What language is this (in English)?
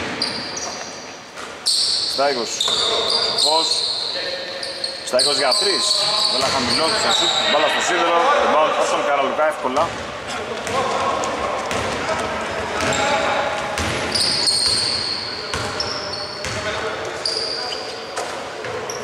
Greek